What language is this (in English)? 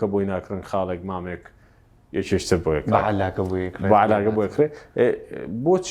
Central Kurdish